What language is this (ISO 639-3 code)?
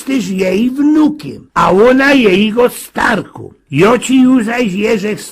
szl